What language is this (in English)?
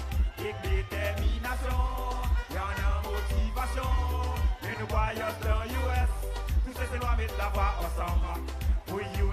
Seselwa Creole French